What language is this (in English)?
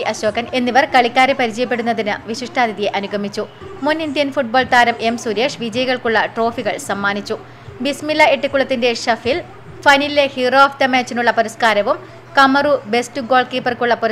Malayalam